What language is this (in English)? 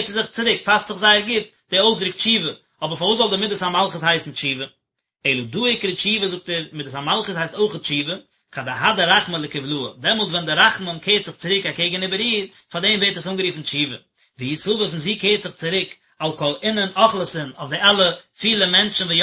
Yiddish